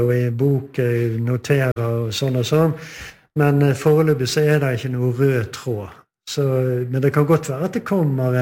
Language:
Norwegian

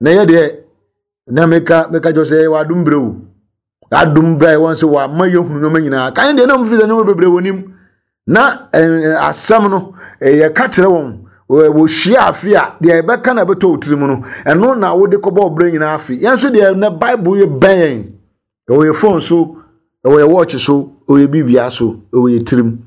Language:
Akan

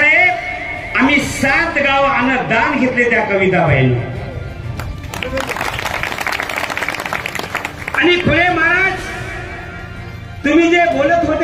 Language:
Marathi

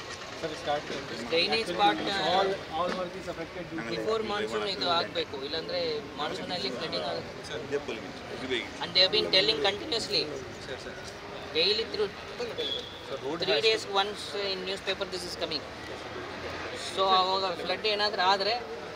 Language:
Kannada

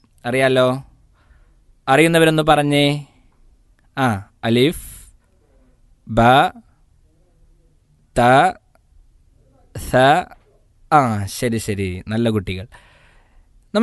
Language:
Malayalam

